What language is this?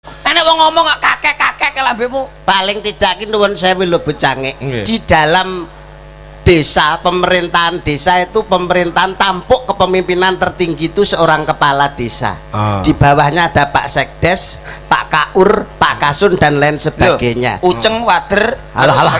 Javanese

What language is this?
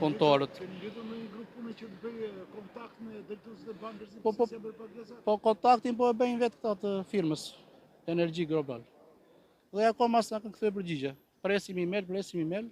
Albanian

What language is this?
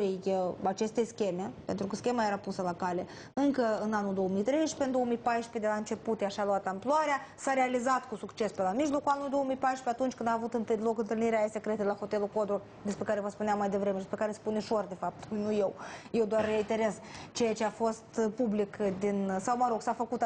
Romanian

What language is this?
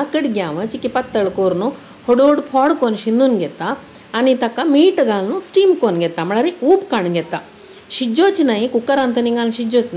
Konkani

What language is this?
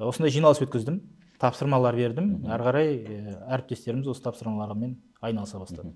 Kazakh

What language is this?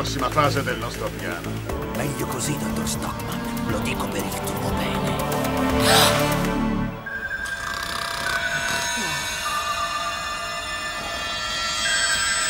Italian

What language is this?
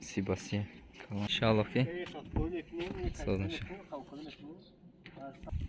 Tajik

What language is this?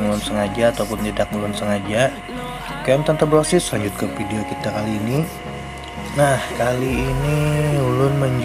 Banjar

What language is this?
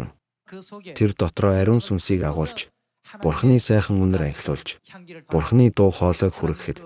Mongolian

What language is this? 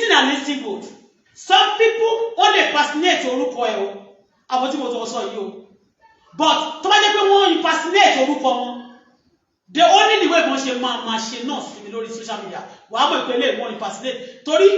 Yoruba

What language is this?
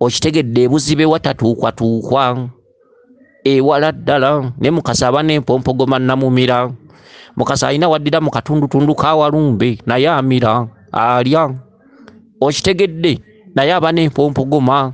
Ganda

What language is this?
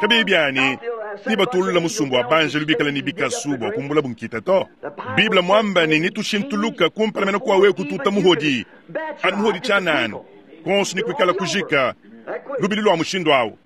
Luba-Lulua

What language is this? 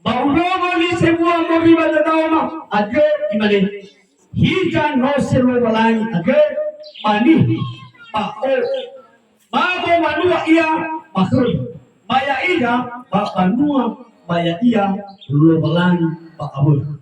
Nias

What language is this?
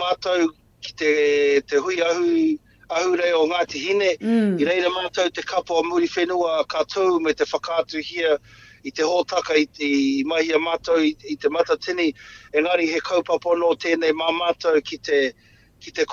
Māori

